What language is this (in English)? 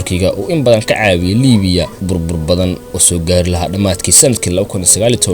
Somali